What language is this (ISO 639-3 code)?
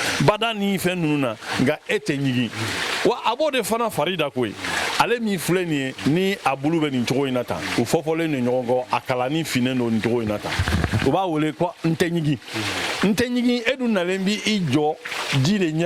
bam